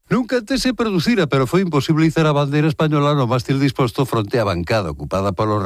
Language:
Galician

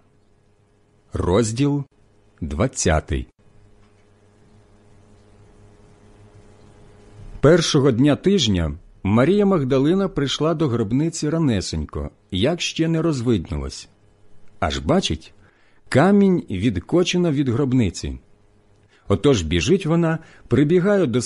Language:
Ukrainian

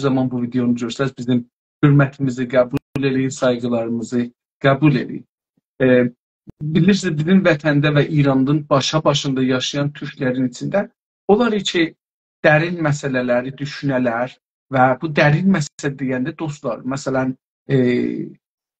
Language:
South Azerbaijani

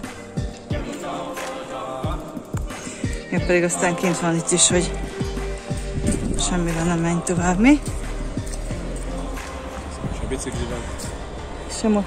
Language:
Hungarian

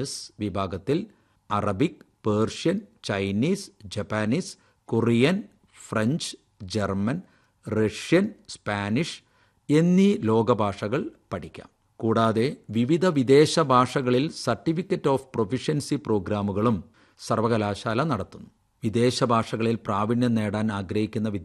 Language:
Malayalam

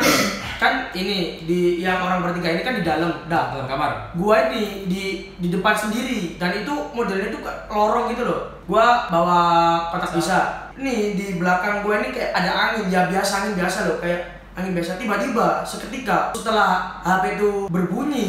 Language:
Indonesian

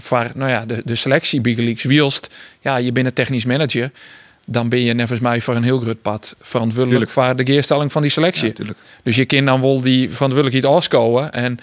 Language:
Western Frisian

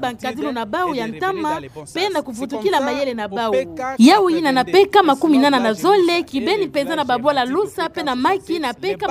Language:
Kituba (Democratic Republic of Congo)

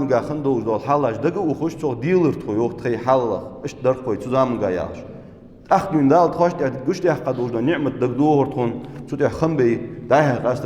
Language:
Ingush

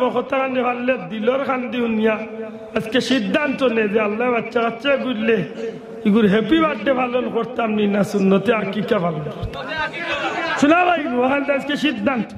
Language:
Sylheti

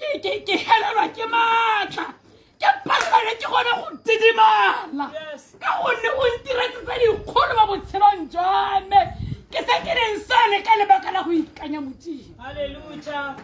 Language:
Tswana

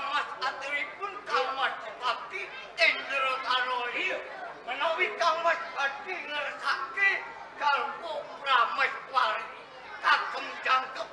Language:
Javanese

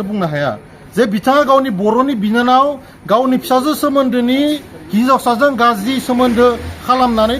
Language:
Bodo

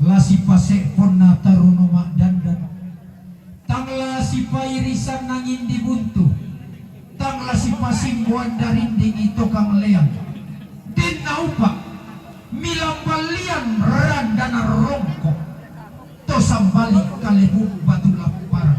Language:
Toraja-Sa'dan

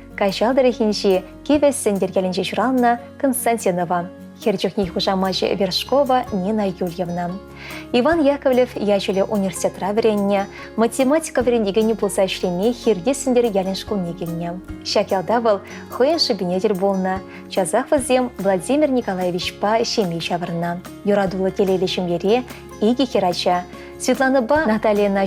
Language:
Chuvash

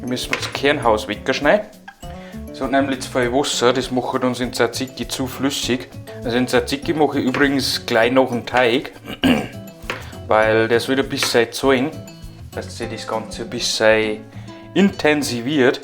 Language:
Bavarian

